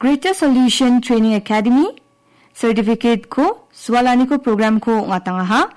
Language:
Garo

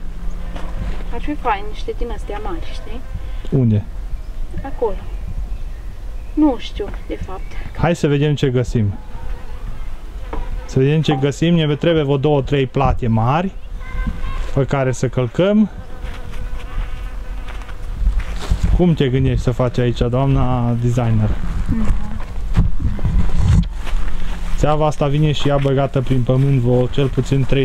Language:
Romanian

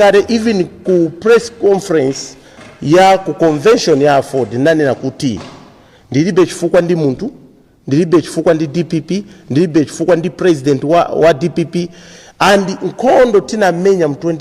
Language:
Nyanja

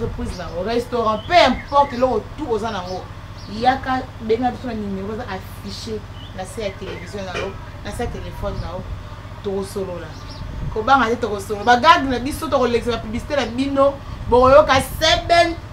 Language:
Lingala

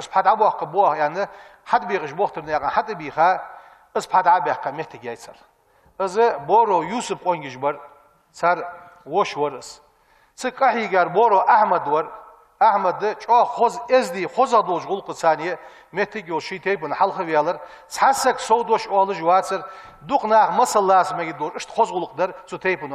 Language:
Ingush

